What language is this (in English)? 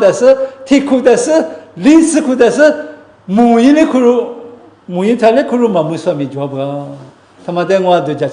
Lisu